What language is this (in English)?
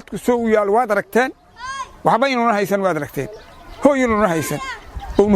Somali